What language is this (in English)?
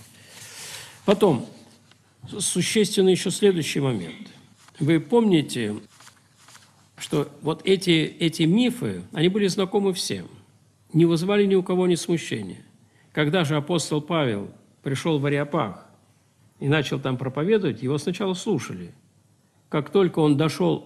Russian